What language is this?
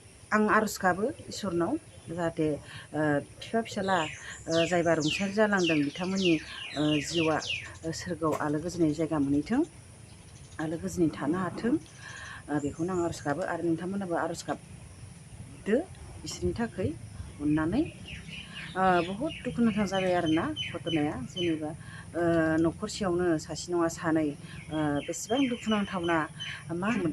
Bodo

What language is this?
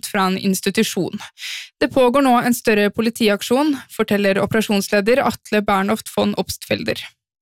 Norwegian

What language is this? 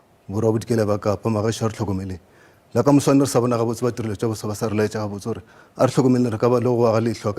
Northern Sotho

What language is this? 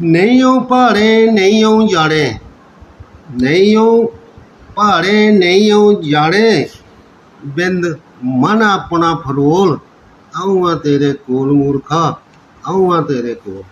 Dogri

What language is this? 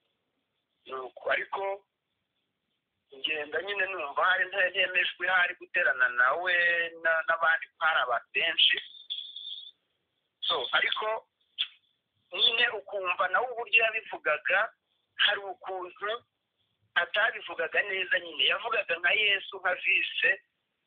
Kinyarwanda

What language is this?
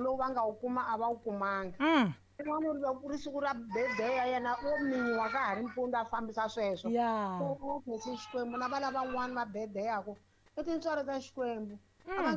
Tsonga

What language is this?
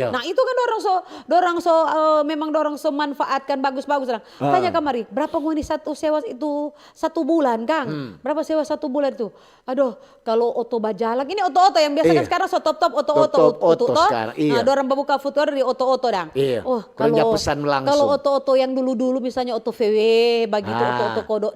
Manado Malay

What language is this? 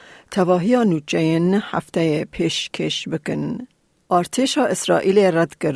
Kurdish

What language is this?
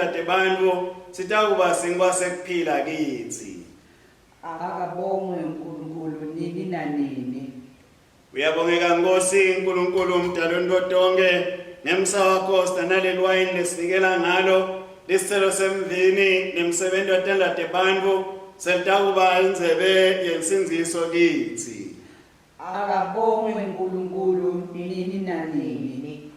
Swati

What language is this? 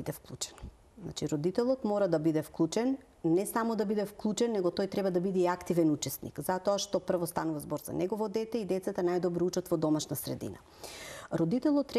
Macedonian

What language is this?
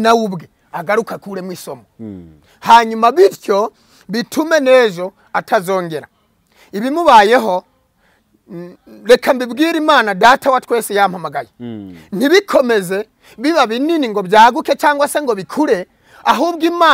Kinyarwanda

